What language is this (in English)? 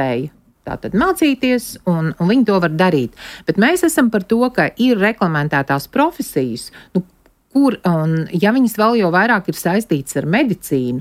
Latvian